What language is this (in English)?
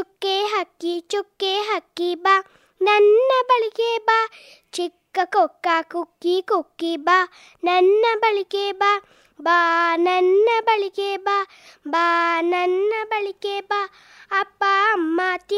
Kannada